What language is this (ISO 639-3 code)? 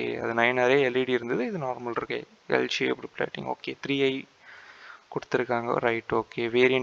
tam